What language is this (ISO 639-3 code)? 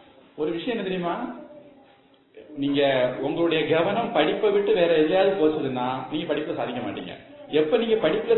tam